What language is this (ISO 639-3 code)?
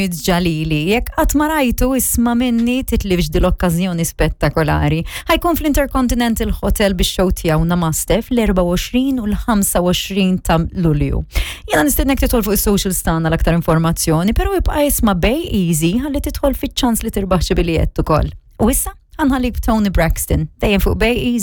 mlt